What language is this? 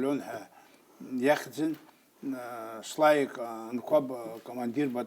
Abkhazian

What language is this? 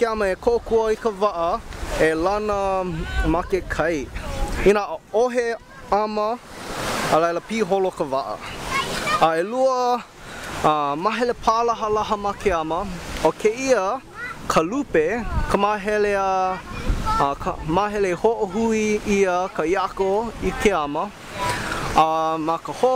Hawaiian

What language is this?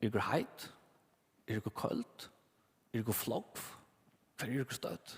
Faroese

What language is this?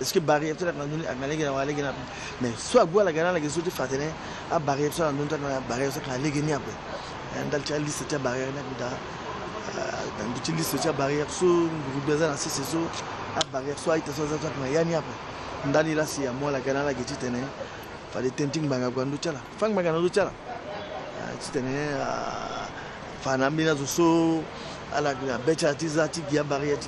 Sango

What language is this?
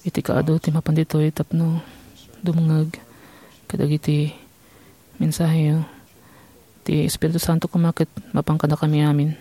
Iloko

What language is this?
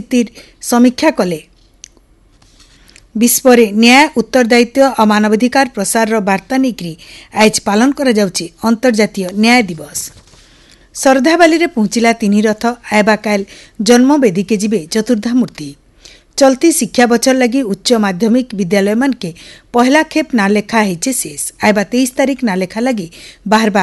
Odia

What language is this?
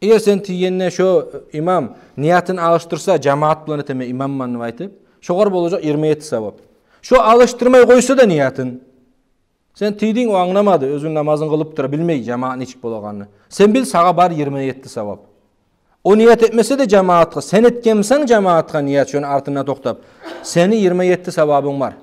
Kumyk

